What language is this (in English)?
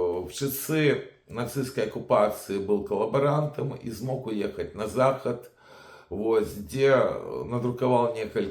Belarusian